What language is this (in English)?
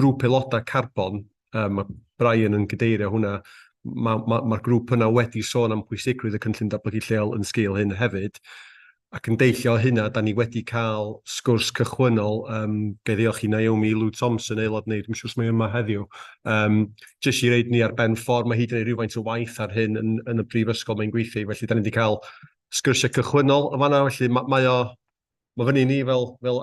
Welsh